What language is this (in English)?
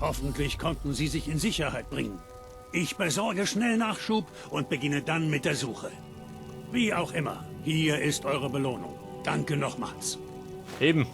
Bavarian